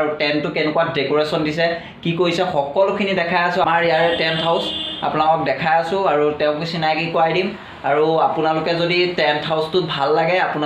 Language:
Assamese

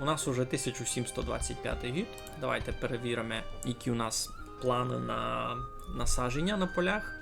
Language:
Rusyn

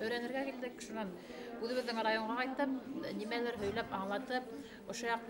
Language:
Bashkir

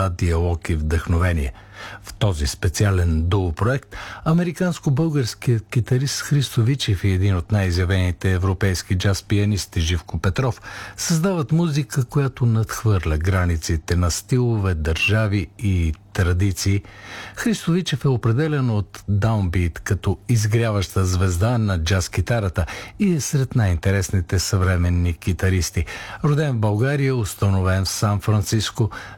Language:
Bulgarian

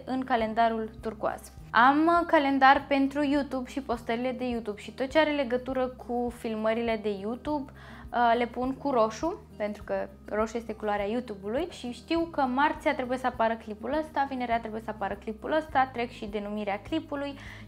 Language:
Romanian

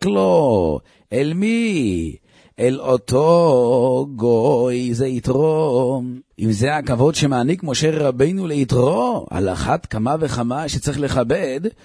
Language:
Hebrew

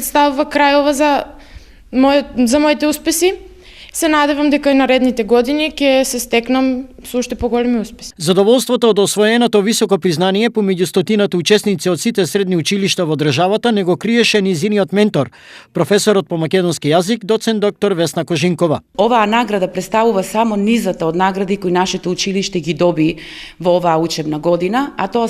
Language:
Macedonian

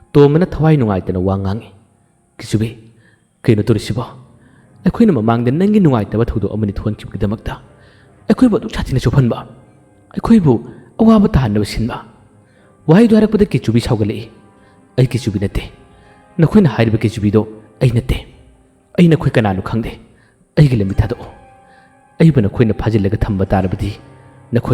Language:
Manipuri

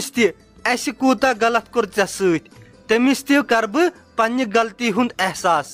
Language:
Kashmiri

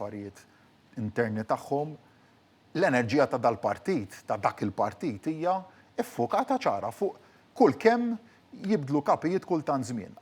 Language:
Maltese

